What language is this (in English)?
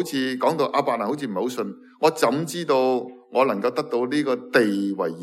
Cantonese